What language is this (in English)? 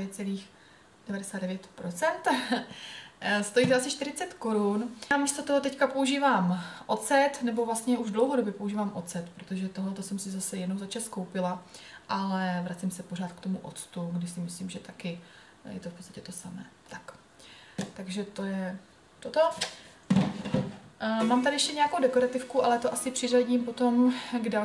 Czech